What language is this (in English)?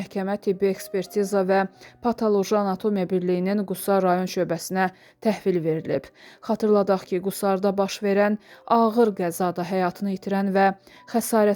Azerbaijani